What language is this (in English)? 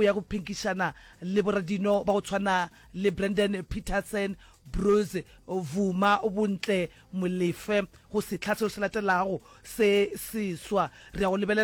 Northern Sotho